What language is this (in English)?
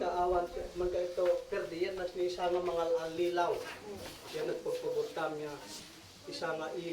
Isnag